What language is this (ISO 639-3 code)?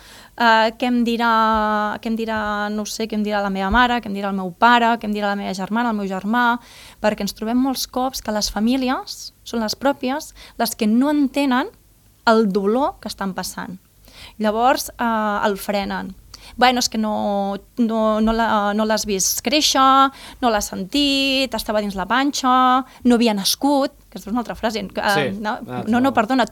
cat